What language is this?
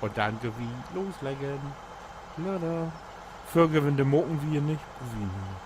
Low German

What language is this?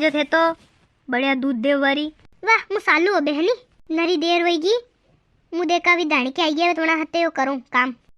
Rajasthani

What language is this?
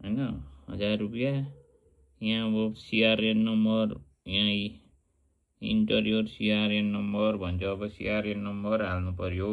Nepali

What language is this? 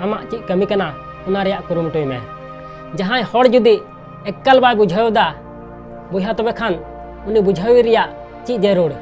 Santali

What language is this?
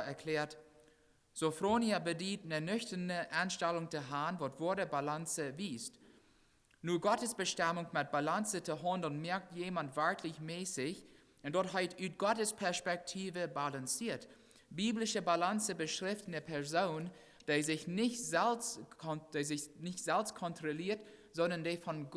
Plautdietsch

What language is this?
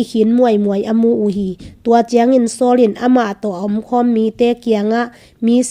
Tedim Chin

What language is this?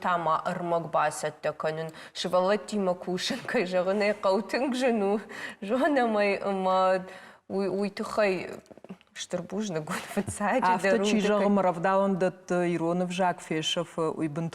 Ossetic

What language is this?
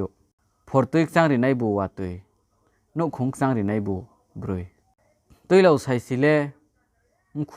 Riang (India)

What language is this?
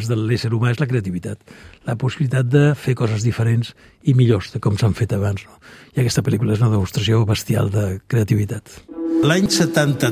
Catalan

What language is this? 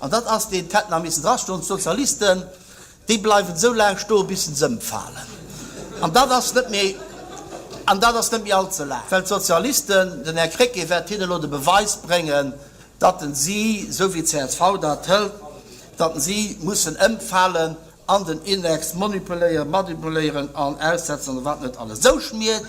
Luxembourgish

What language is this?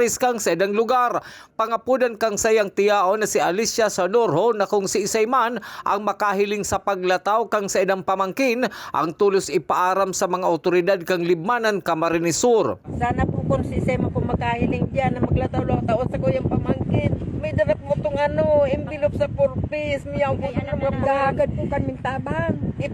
Bikol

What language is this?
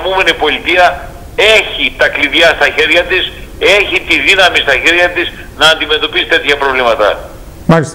Greek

